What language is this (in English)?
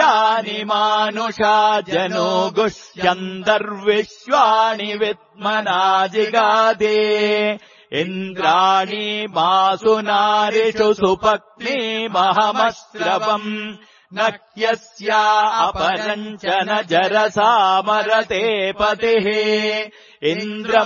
Sanskrit